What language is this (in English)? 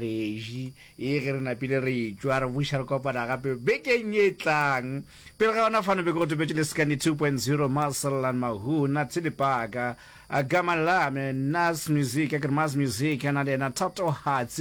Northern Sotho